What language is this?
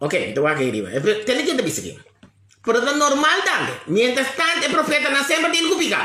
Papiamento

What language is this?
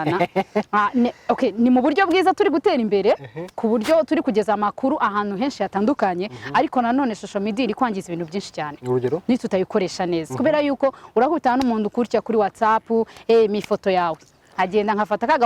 Kinyarwanda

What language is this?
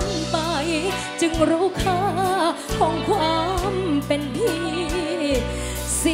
Thai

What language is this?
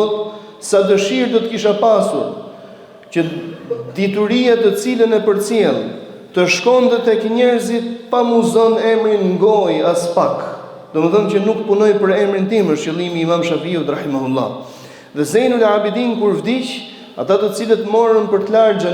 Albanian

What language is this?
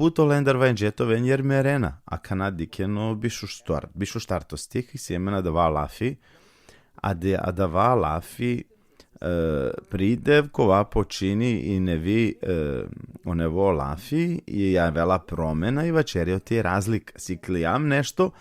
Balkan Romani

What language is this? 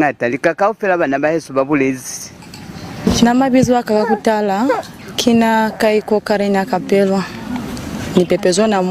Lozi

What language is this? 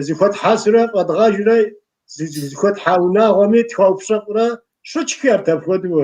Kabardian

